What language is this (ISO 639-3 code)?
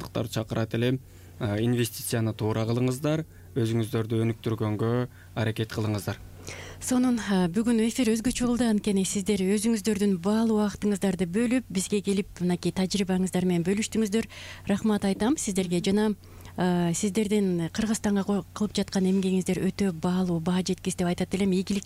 kir